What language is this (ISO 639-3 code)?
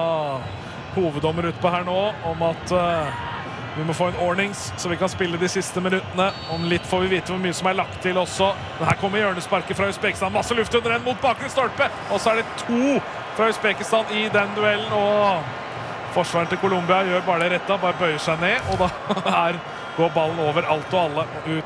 nor